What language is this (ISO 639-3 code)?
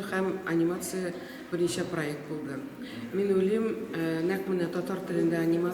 tat